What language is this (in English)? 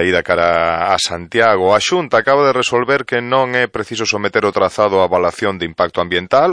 Galician